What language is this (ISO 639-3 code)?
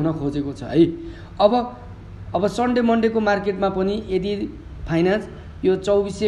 nep